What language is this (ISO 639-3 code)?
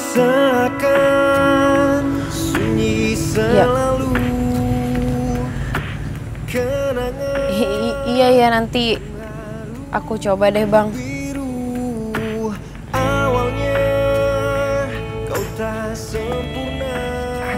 ind